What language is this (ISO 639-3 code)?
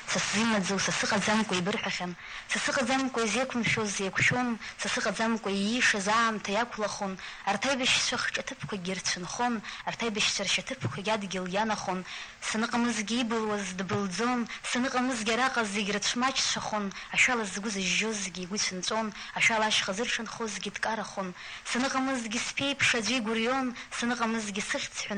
abk